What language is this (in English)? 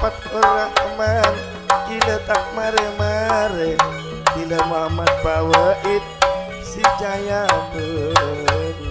Madurese